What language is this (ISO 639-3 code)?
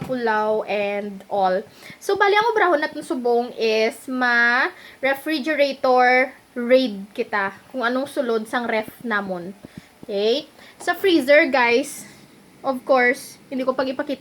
hil